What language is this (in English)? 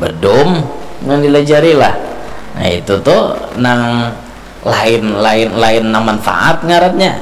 Banjar